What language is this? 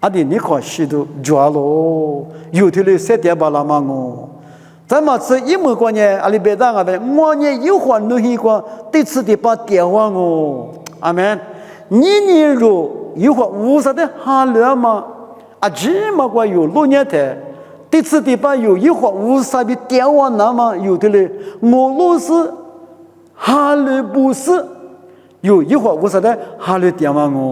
Lisu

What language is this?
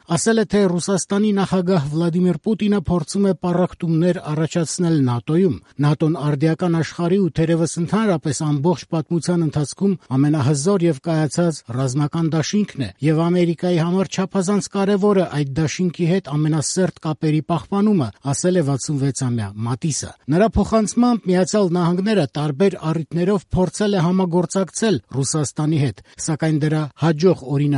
Armenian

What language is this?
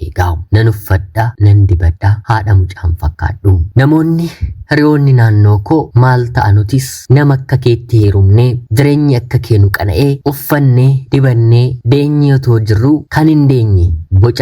Oromo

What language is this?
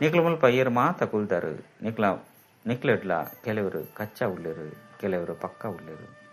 Tulu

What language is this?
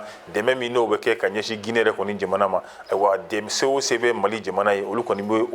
Bambara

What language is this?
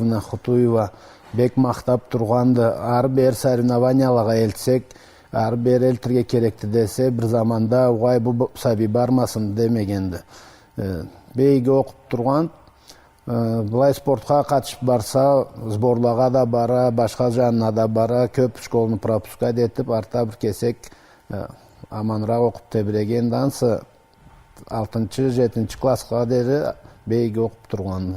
Karachay-Balkar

